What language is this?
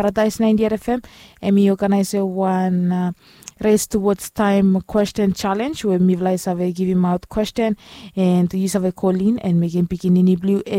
Bislama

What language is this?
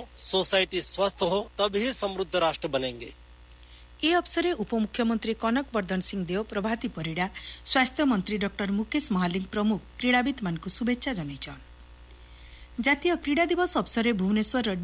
Odia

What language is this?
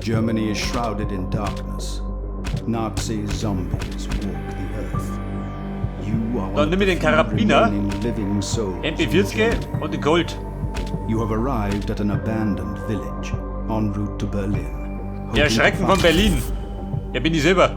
Bavarian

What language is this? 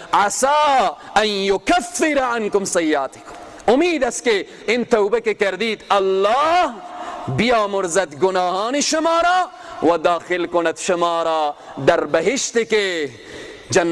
Persian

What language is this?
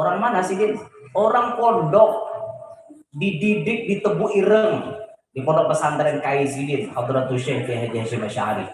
Banjar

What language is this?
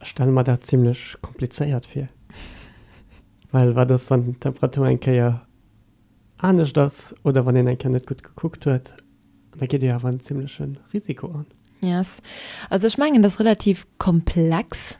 Luxembourgish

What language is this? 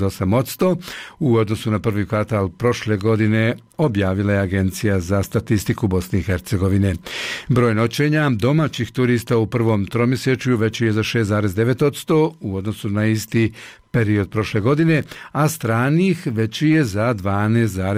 Bosnian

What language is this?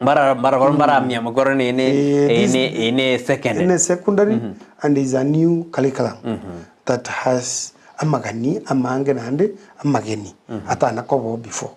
Gusii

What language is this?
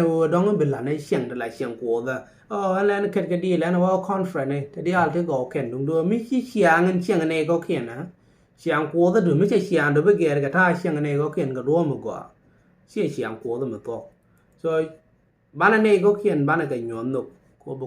Nuer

